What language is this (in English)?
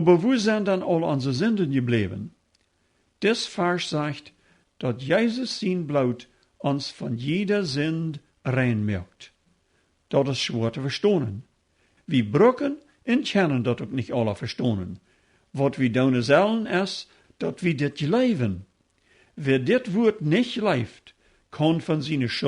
Plautdietsch